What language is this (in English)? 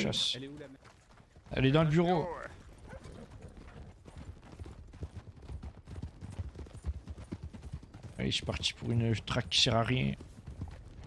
French